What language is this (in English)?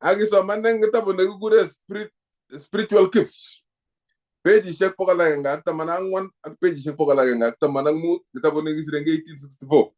Kalenjin